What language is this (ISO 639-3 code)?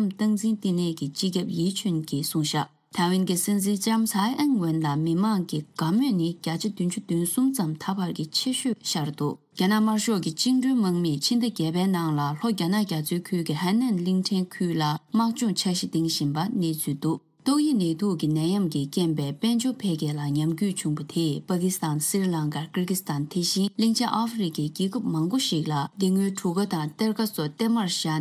bod